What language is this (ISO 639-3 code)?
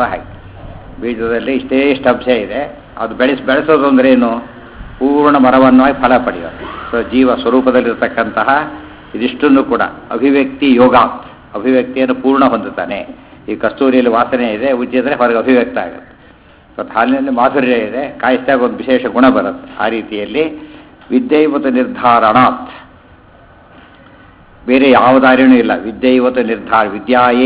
kan